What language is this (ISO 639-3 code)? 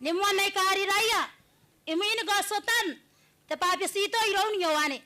gil